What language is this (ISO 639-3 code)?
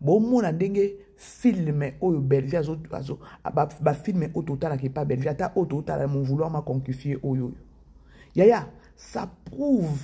lin